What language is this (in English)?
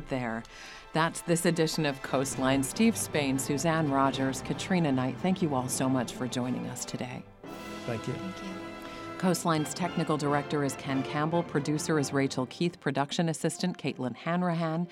English